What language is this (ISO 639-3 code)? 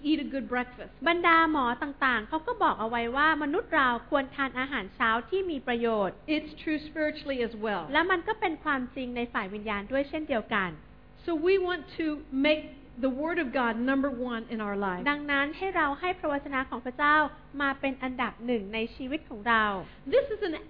tha